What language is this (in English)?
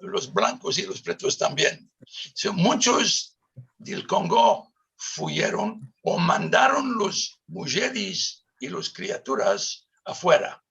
Ladino